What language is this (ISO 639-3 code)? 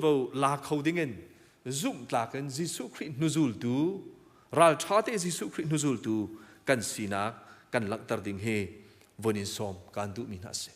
cnh